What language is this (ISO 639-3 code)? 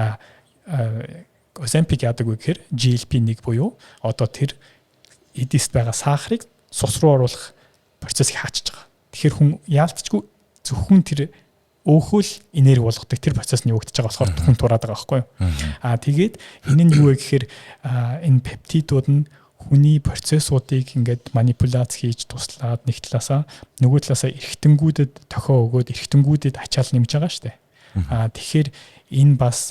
mon